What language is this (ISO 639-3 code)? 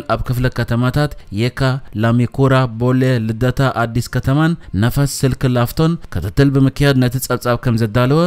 tir